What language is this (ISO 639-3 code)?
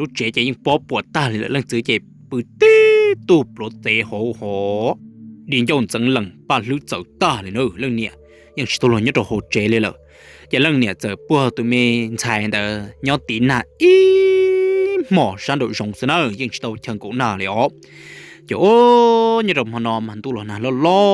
hmn